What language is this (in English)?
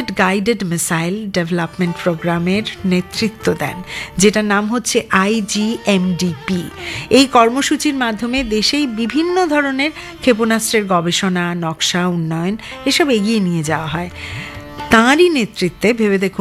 Bangla